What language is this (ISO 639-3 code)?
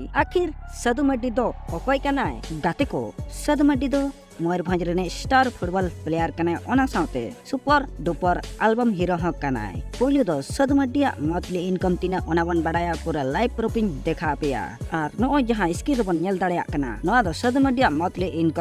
sat